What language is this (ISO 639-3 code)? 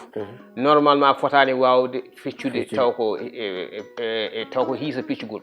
ful